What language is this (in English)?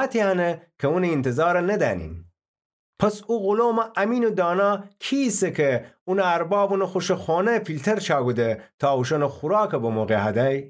Gilaki